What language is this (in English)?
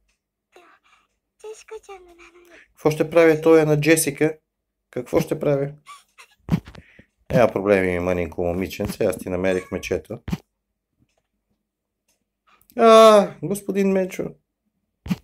Bulgarian